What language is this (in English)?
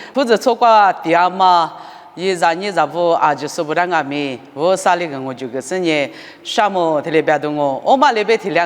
Lisu